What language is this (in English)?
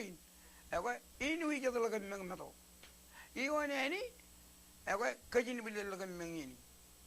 Marshallese